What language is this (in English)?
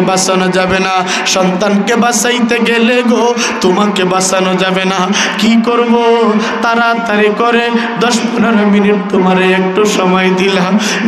Sylheti